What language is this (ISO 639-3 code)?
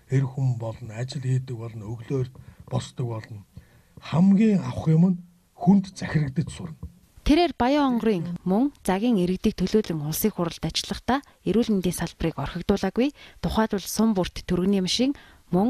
mon